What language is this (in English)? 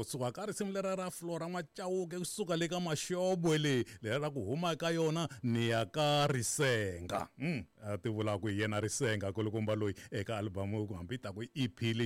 Tsonga